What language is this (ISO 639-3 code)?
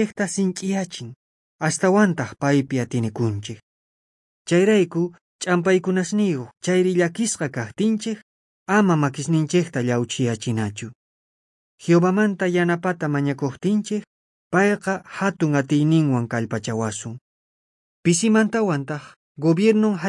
quh